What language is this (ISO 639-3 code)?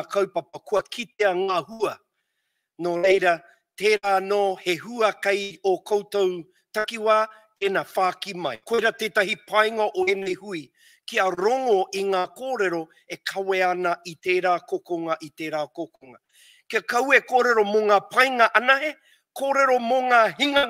mri